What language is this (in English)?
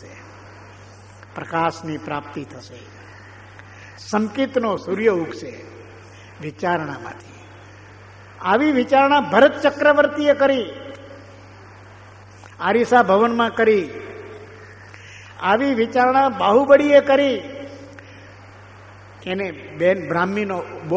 Gujarati